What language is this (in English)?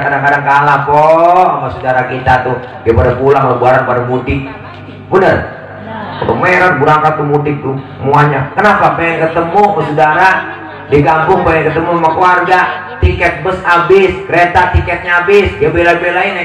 Betawi